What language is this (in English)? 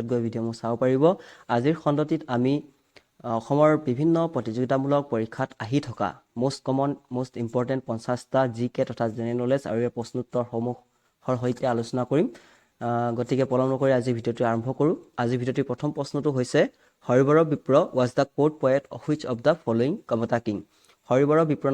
Assamese